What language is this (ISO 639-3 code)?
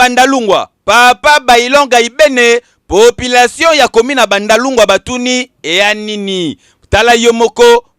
lin